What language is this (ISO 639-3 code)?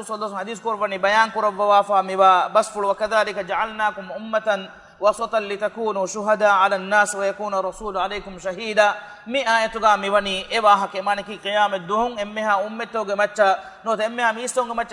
div